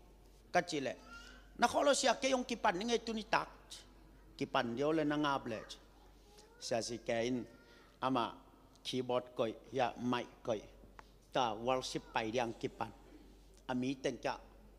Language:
Tedim Chin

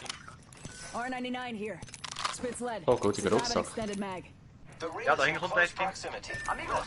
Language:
Swiss German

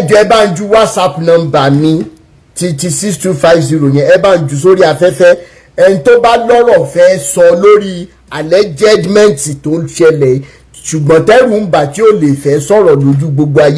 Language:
Yoruba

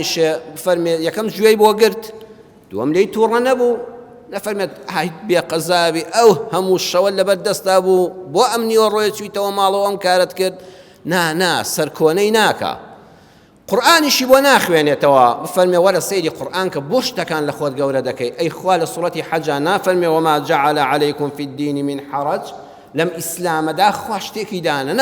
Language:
Central Kurdish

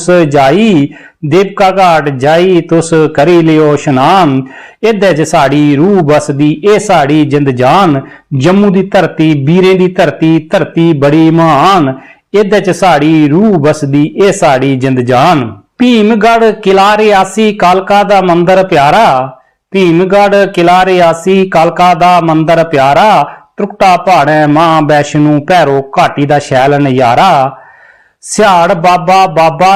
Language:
Dogri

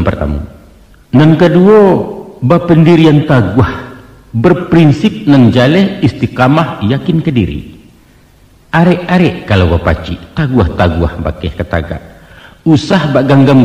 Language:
Minangkabau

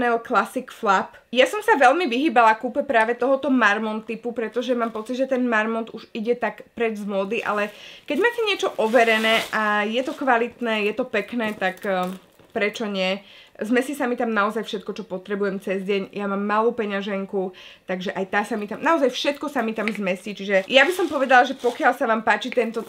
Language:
Slovak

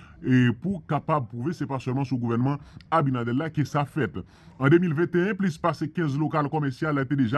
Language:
Haitian Creole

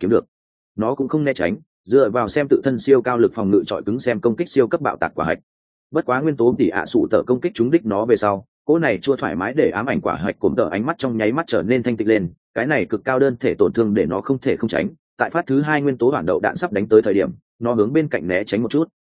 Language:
Vietnamese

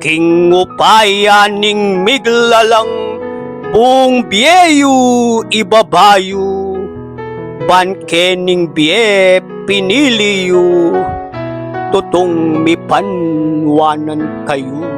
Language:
Pampanga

